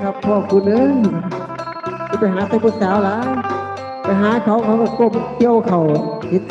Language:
Lao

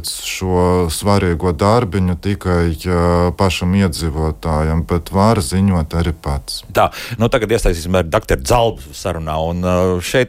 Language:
Latvian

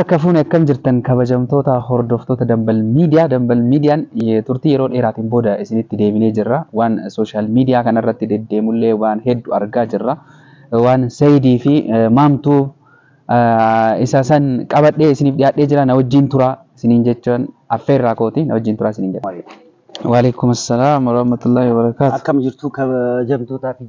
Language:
Oromo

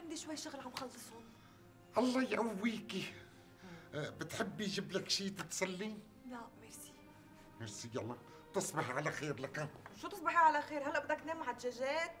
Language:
North Levantine Arabic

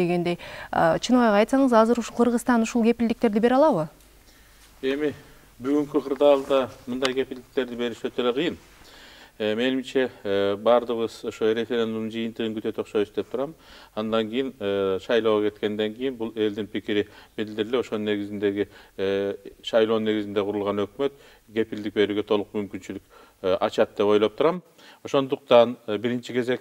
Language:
Kyrgyz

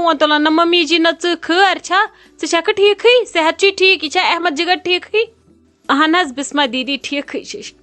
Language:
Kashmiri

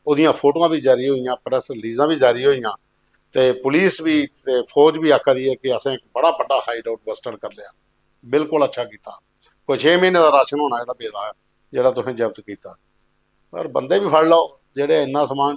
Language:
Dogri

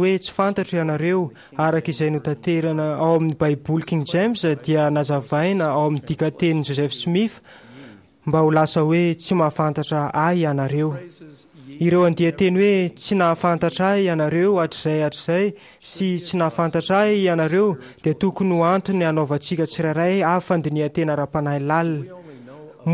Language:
Malagasy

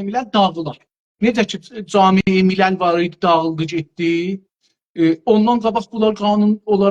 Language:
South Azerbaijani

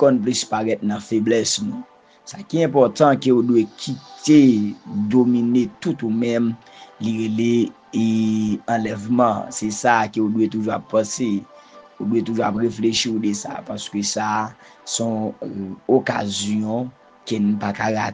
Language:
Haitian Creole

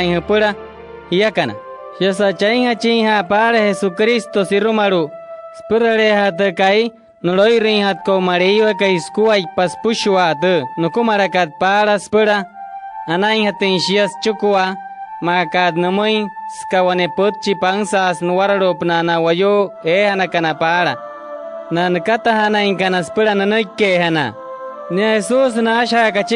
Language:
Wayuu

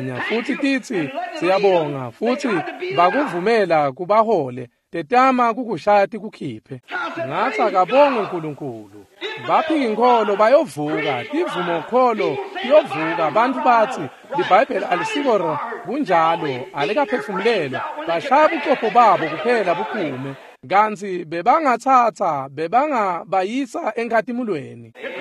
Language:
Swati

